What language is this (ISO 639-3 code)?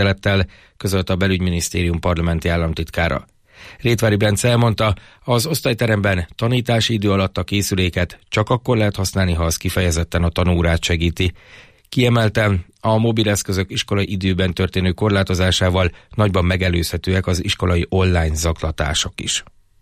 hun